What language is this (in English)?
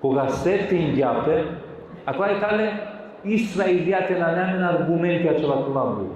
Balkan Romani